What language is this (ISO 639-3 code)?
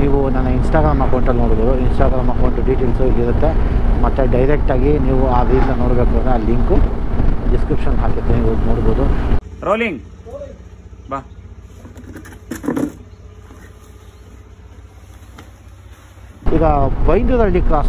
kan